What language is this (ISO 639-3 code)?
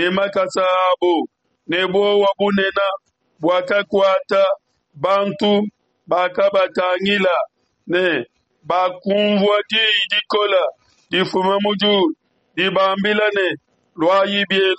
lua